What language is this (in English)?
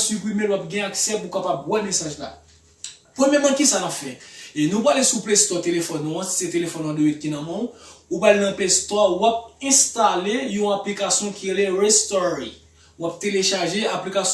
Haitian Creole